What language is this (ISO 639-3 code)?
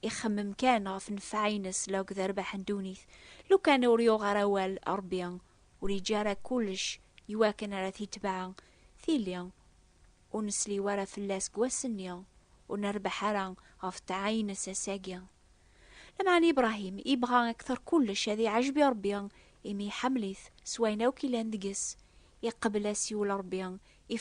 kab